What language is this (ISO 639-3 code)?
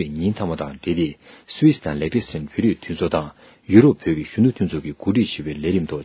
bod